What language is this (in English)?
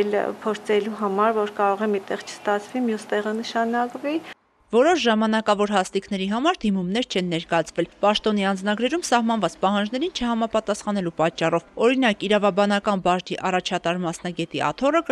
Armenian